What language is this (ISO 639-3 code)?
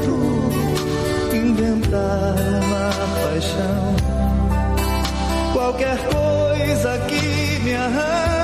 por